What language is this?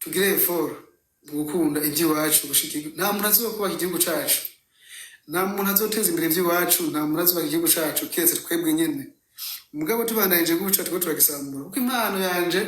Rundi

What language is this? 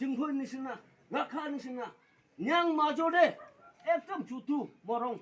Naga Pidgin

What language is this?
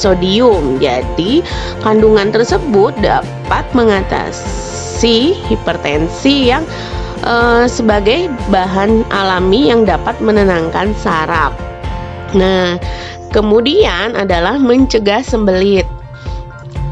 Indonesian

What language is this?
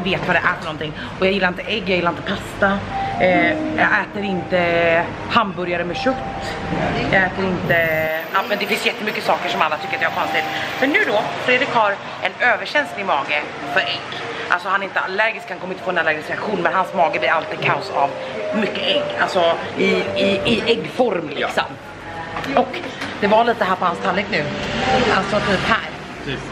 Swedish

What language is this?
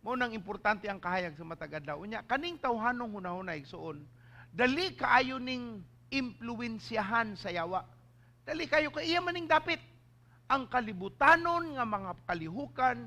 Cebuano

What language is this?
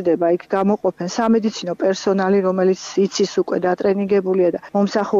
Georgian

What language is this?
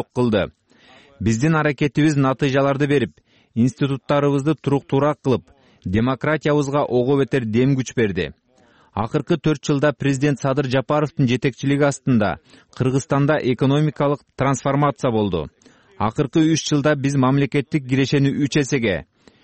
Kyrgyz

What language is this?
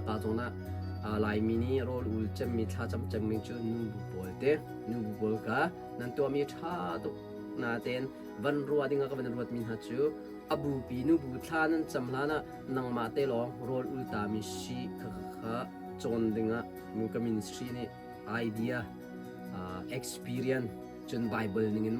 Hakha Chin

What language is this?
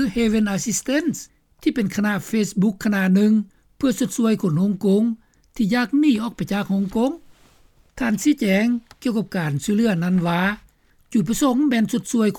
Lao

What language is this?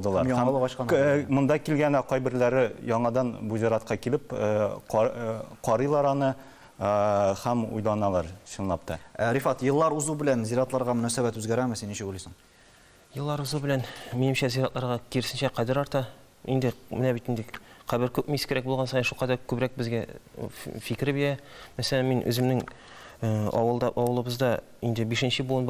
Tatar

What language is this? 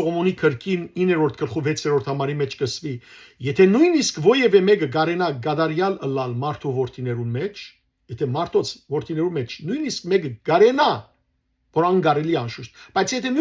Western Armenian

